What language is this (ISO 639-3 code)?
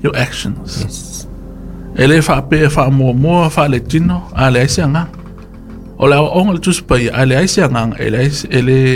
smo